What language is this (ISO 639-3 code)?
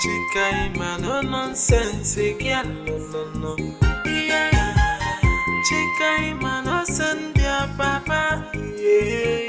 pcm